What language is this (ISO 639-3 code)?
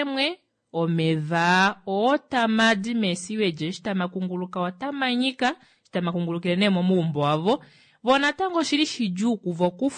kua